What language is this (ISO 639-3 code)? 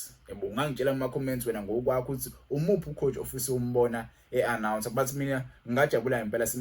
zul